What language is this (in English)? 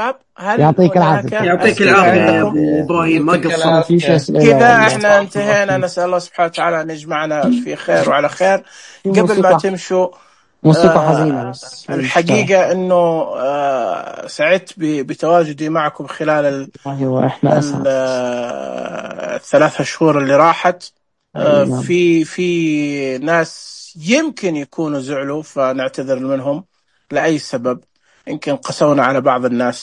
Najdi Arabic